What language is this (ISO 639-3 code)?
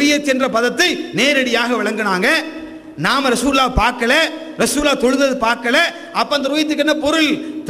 tam